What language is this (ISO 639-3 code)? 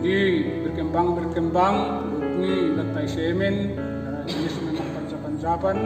bts